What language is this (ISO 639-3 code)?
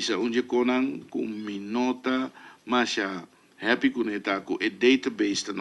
pap